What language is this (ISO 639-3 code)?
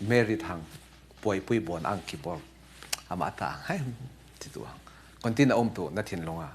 cfm